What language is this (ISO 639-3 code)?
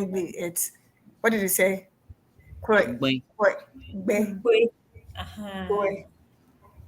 ewe